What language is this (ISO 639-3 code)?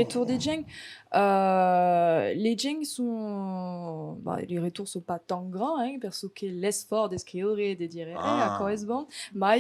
oci